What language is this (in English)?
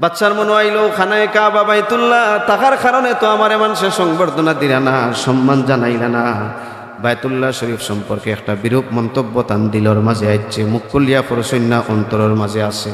Sylheti